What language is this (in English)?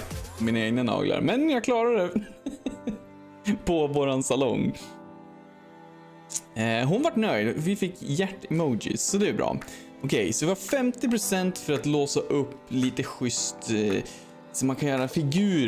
Swedish